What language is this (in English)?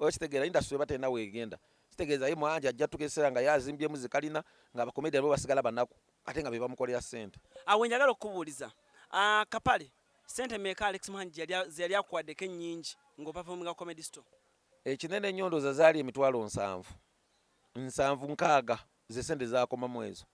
Ganda